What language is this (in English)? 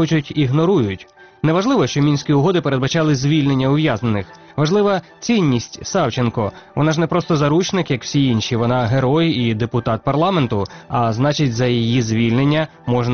Ukrainian